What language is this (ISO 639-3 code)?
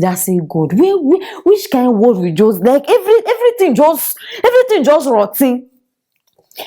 pcm